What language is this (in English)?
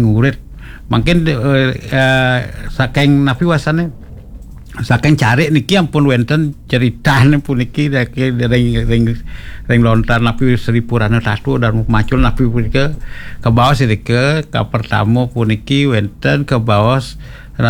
Balinese